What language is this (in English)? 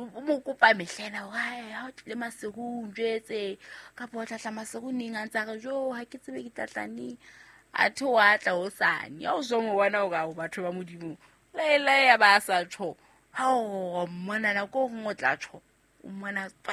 Southern Sotho